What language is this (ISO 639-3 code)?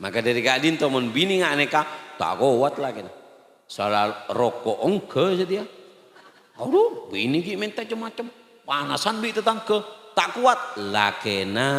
mad